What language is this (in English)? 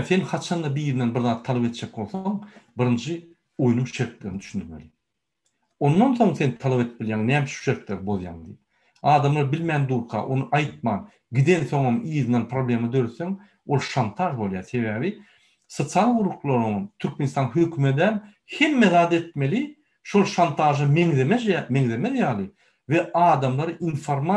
Turkmen